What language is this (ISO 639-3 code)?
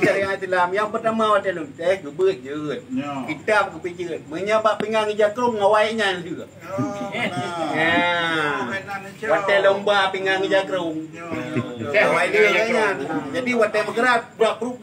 ace